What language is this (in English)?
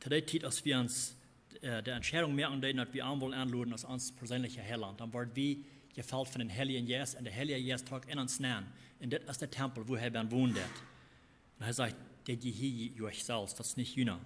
Plautdietsch